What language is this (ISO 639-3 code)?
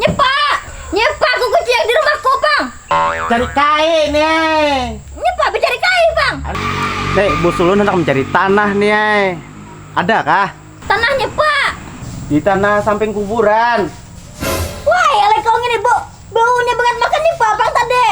bjn